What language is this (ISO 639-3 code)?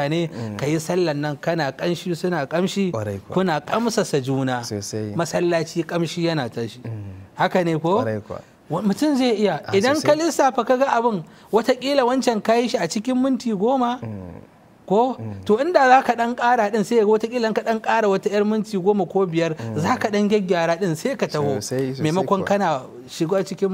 hau